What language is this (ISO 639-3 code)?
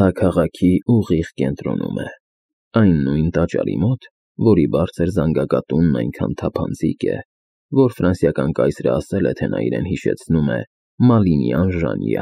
hye